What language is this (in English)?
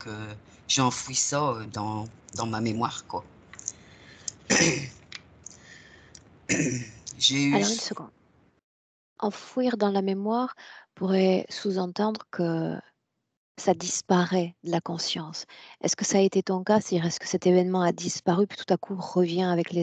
French